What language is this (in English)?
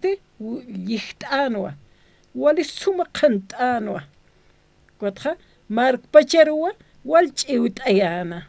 Aymara